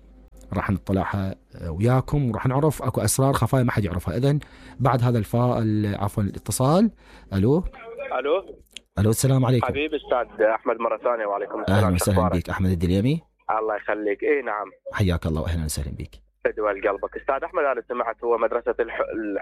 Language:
Mesopotamian Arabic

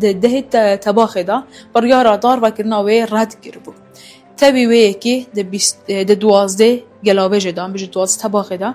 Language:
Kurdish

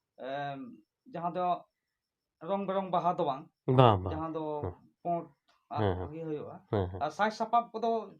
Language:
Santali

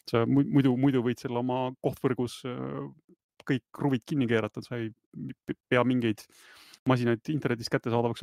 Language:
Estonian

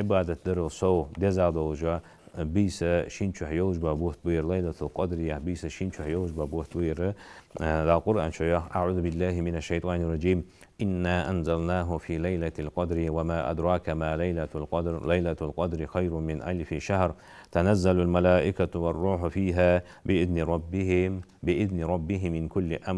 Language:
Ingush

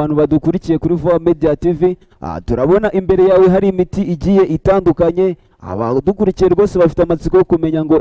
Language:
Kinyarwanda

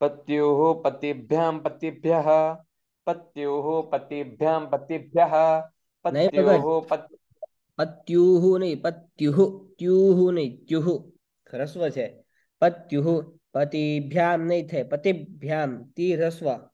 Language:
Sanskrit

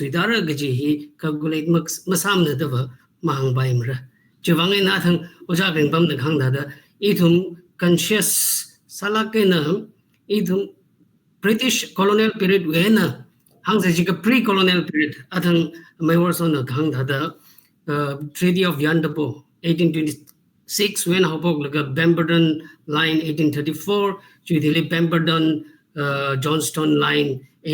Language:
Tangkhul Naga (India)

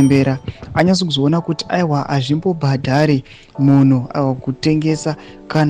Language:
Shona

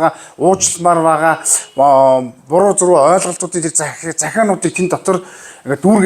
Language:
Mongolian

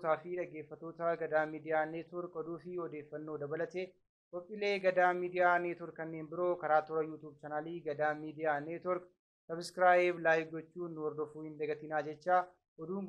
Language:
Oromo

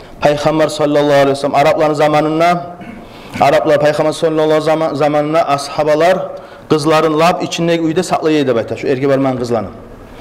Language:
Kumyk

